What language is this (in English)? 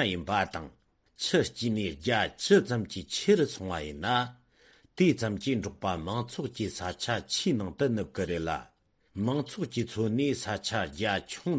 Tibetan